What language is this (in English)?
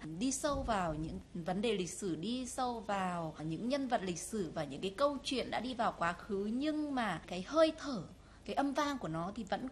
Vietnamese